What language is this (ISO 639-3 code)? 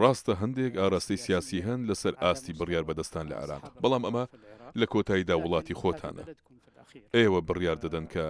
ckb